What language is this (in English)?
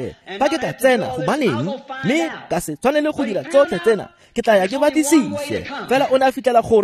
Tswana